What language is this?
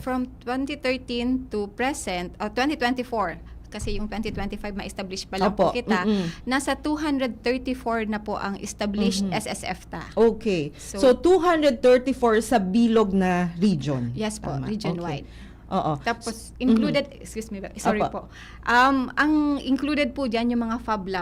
Bikol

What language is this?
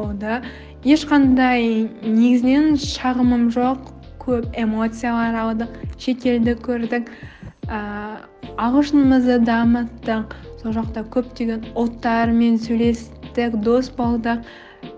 Kazakh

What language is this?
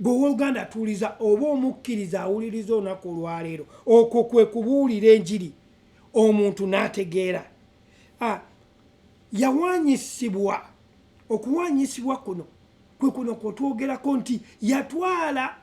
Ganda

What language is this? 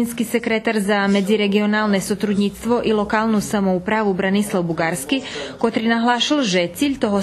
Rusyn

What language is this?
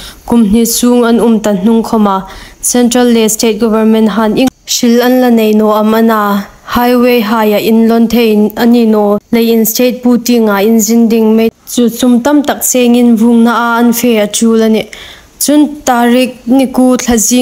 Hmar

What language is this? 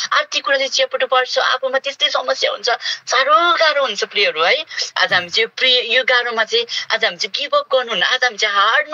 Nepali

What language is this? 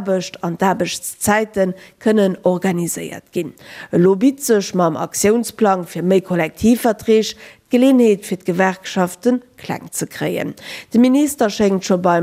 Luxembourgish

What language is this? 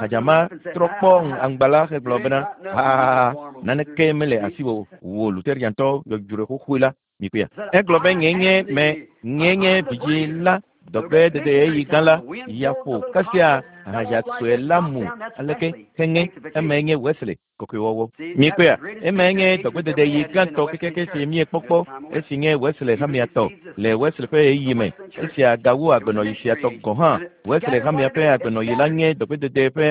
Ewe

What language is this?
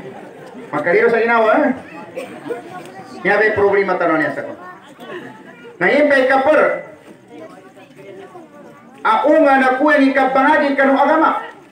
Maguindanaon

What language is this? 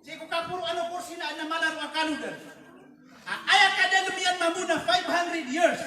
Maranao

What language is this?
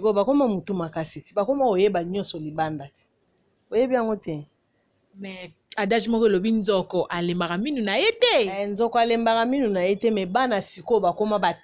Lingala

